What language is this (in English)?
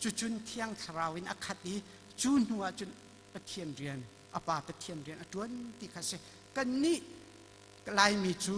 Hakha Chin